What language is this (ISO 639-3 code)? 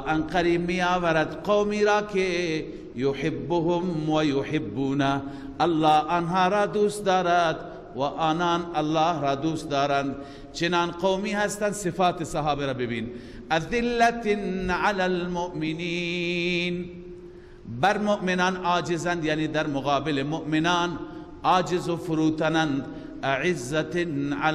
fas